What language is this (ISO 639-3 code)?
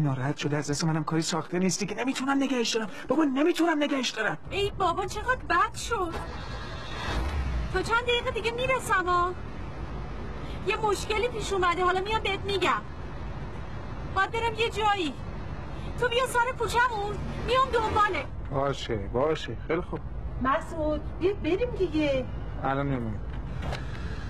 fas